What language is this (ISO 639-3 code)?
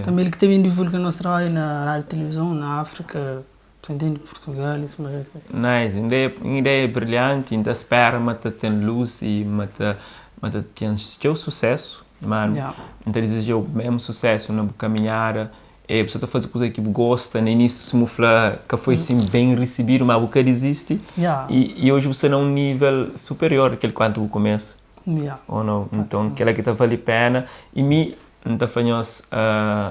kea